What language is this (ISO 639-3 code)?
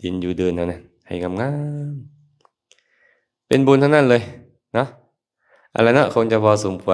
lao